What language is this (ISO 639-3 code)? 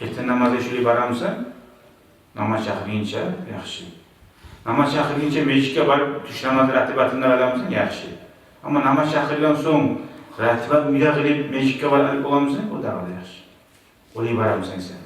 kum